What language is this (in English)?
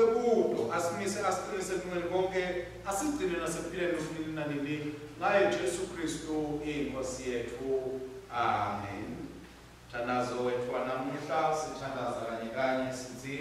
Swati